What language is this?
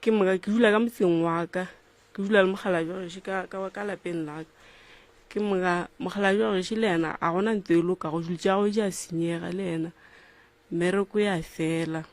Northern Sotho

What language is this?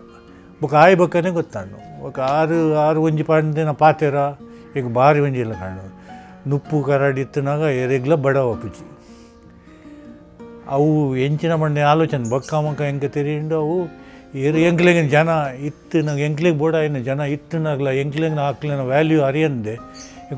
Tulu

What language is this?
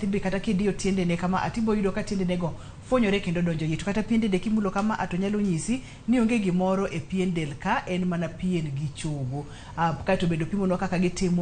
Luo (Kenya and Tanzania)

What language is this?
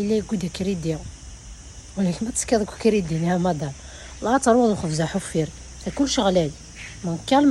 Kabyle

